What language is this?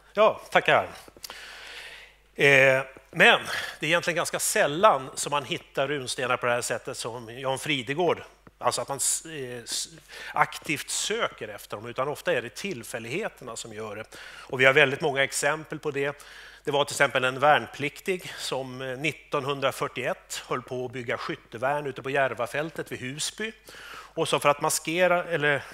Swedish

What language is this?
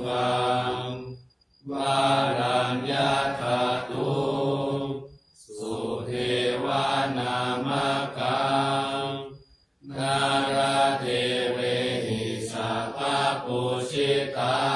Pali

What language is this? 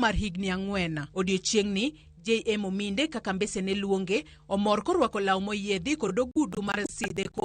Luo (Kenya and Tanzania)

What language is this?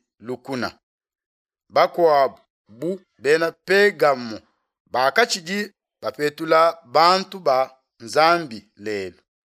Luba-Lulua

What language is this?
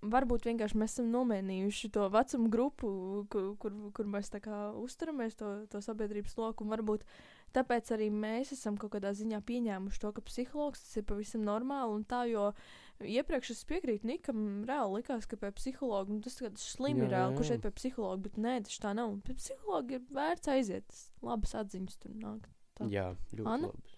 Latvian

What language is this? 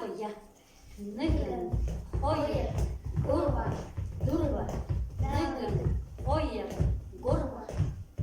Buriat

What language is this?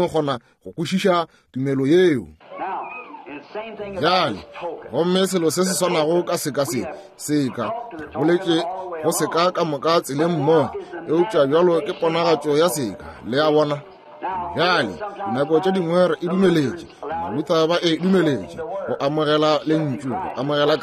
Northern Sotho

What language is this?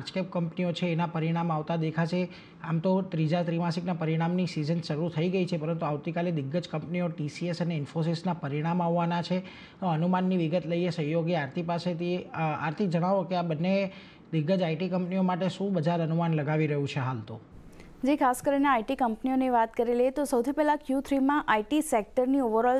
Gujarati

